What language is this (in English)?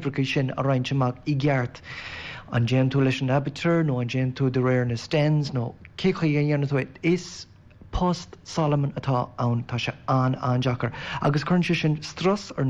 Irish